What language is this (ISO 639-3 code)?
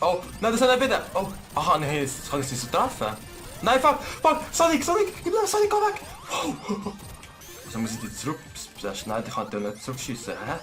gsw